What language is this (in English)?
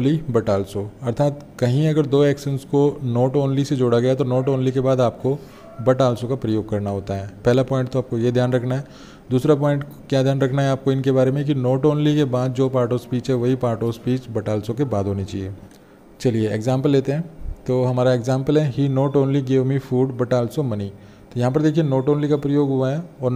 Hindi